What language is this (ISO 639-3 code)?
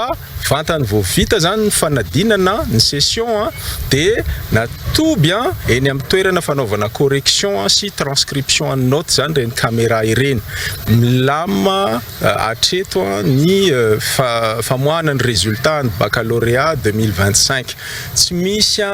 mlg